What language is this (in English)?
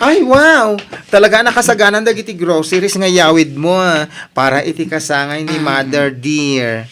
Iloko